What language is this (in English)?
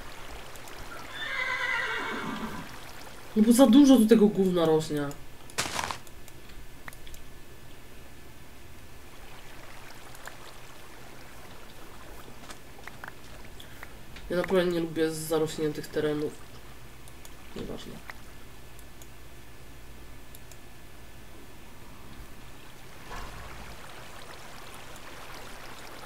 Polish